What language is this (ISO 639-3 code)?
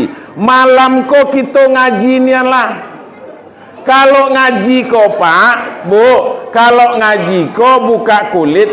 min